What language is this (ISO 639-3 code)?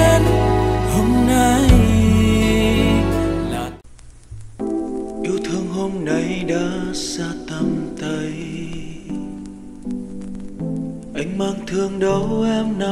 vie